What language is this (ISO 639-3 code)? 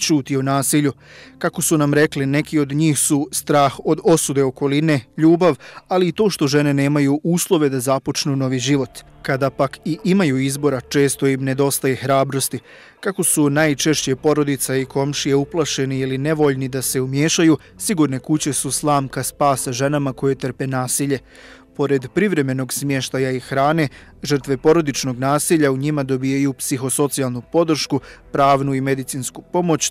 bos